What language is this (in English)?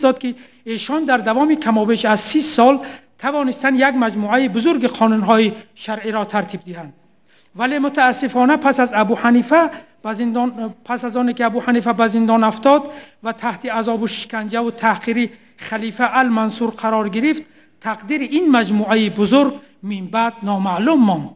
Tajik